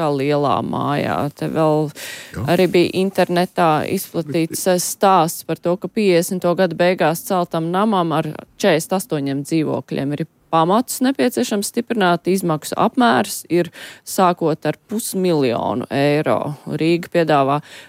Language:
Latvian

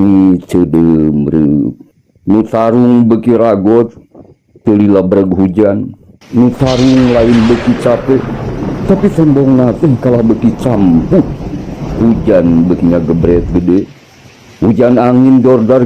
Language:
Sundanese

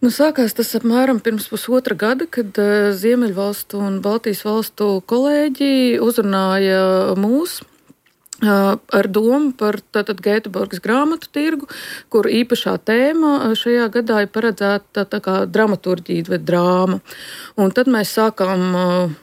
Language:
Latvian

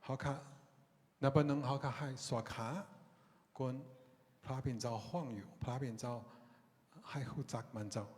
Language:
Shan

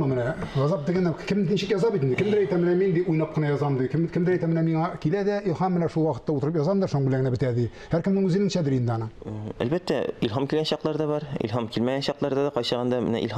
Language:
Tatar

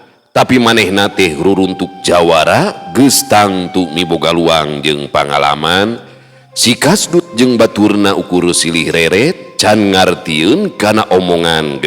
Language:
Sundanese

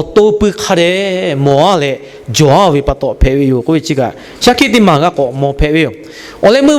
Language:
Lahu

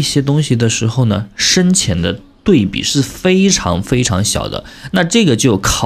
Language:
Chinese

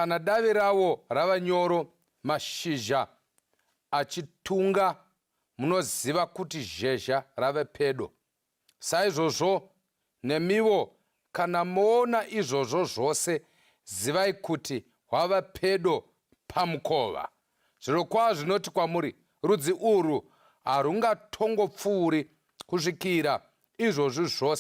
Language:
Shona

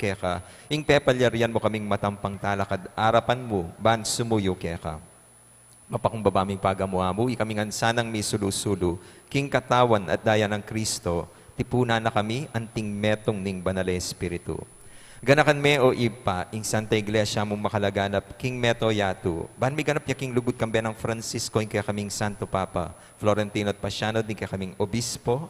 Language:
Pampanga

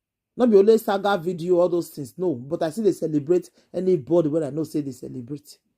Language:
Nigerian Pidgin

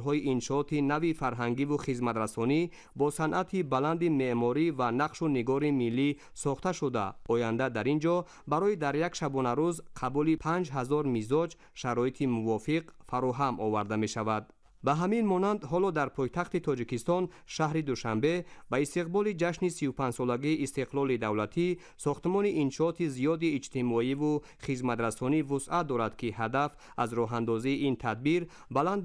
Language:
Tajik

